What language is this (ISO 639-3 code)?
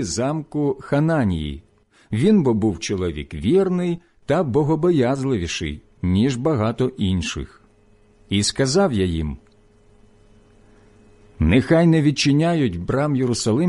ukr